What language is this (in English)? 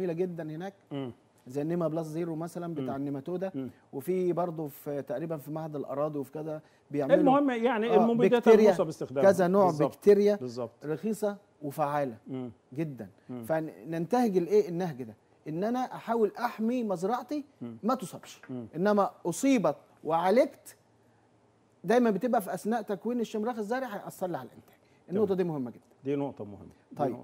Egyptian Arabic